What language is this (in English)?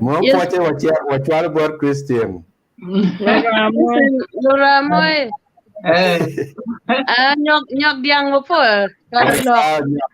Acoli